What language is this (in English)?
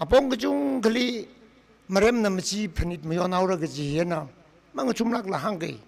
Tangkhul Naga (India)